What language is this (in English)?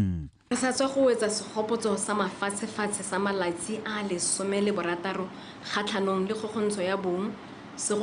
Tswana